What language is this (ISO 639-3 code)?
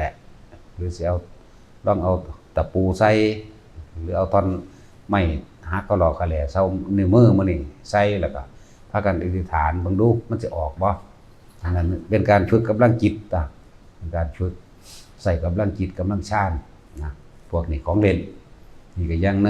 tts